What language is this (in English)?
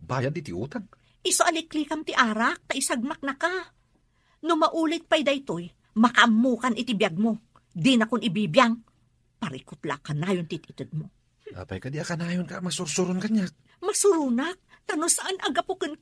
Iloko